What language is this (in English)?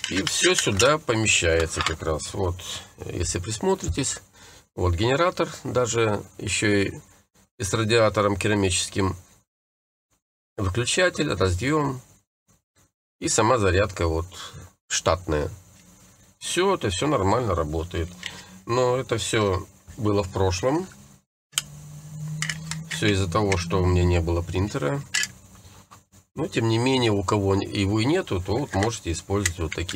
Russian